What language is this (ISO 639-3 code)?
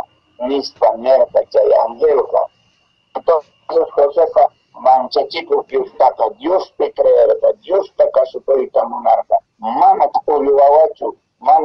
que